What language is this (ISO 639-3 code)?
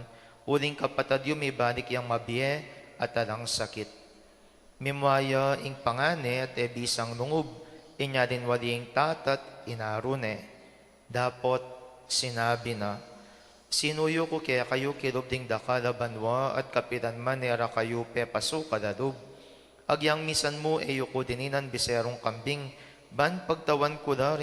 pam